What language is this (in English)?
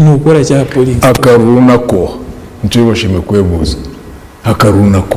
Nyankole